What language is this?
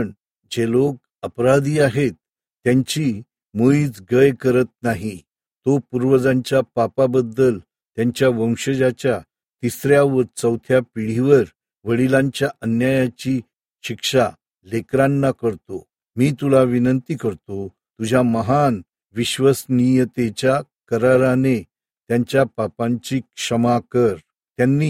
Marathi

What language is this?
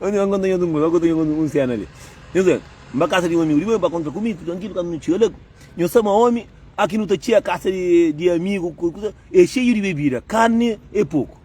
Kabuverdianu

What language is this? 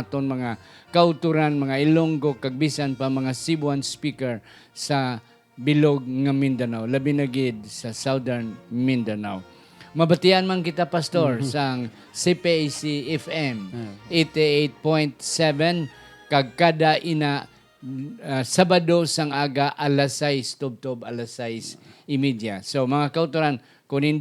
Hiligaynon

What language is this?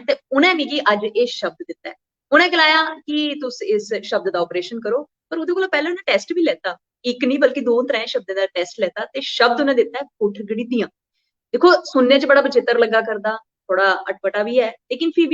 Dogri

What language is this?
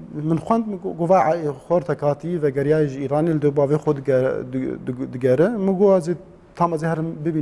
Kurdish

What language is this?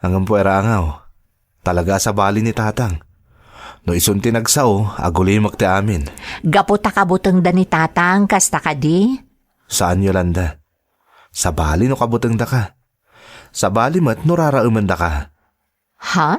Iloko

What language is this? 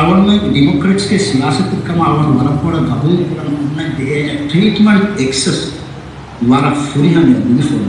Divehi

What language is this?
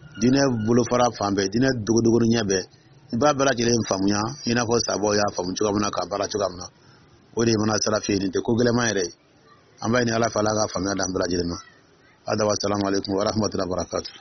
Dyula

